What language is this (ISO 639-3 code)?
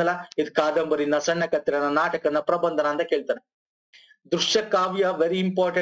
kan